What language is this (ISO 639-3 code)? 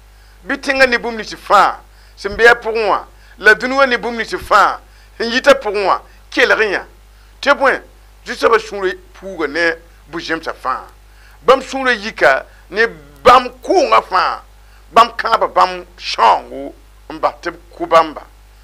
mos